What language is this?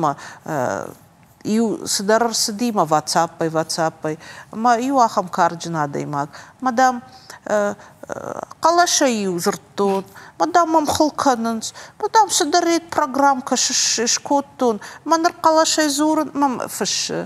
Ossetic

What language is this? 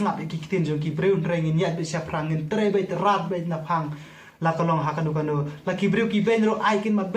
Khasi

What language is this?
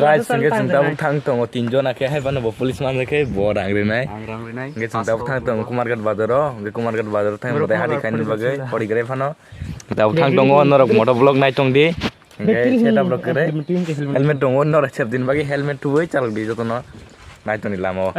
Kok Borok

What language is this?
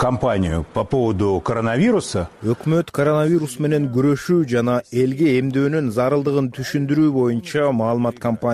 Kyrgyz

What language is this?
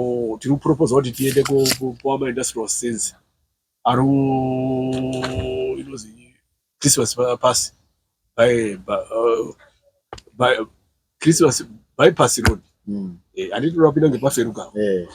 Shona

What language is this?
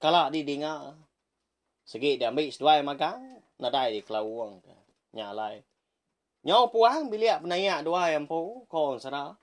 Iban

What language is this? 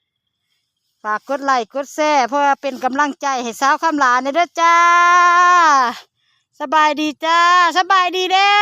Lao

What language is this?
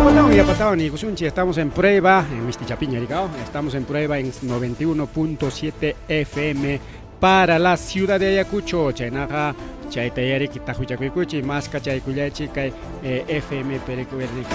Ayacucho Quechua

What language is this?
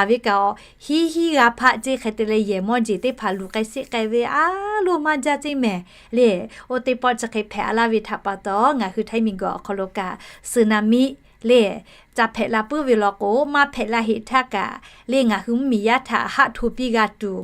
Lahu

